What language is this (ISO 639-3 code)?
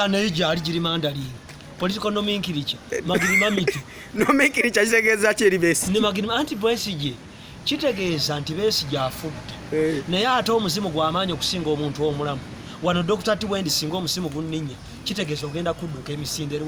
lug